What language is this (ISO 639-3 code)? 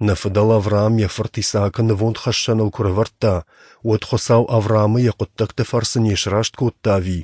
oss